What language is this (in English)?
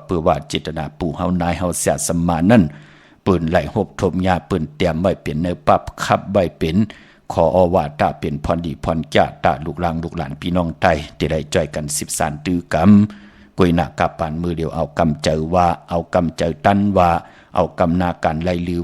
Shan